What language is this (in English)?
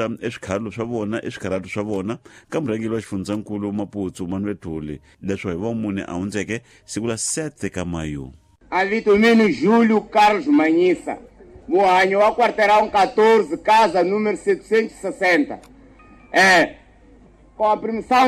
Tsonga